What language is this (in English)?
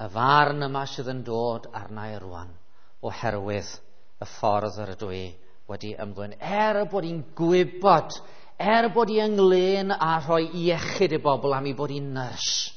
Welsh